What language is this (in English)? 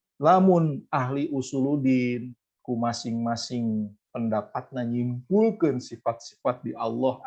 Sundanese